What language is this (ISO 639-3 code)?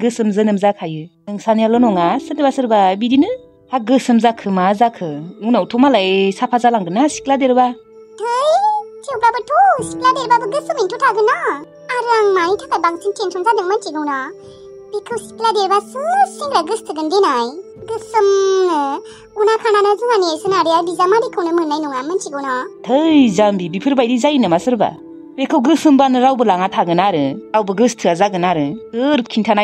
brx